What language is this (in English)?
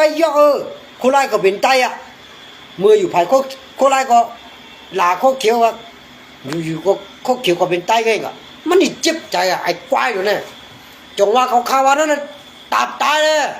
Shan